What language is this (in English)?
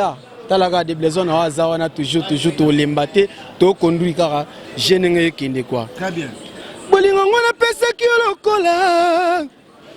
Lingala